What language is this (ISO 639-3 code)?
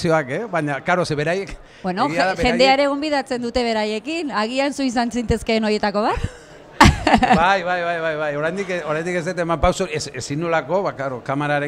eus